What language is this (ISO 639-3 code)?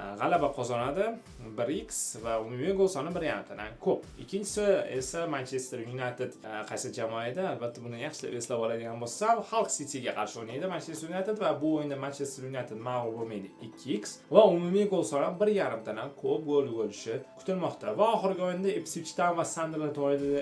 uzb